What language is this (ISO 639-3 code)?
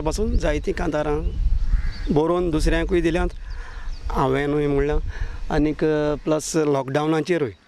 kok